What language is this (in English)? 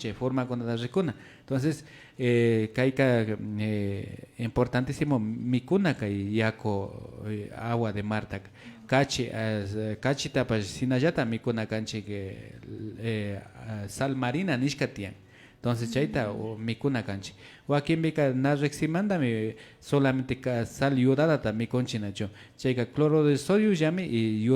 Imbabura Highland Quichua